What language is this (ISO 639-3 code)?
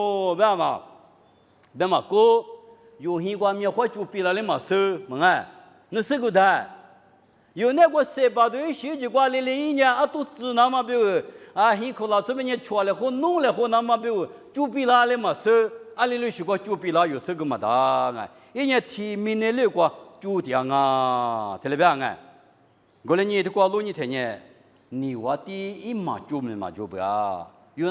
lis